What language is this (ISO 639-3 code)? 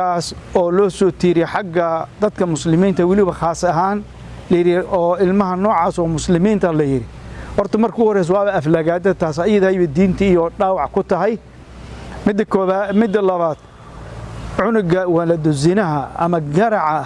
som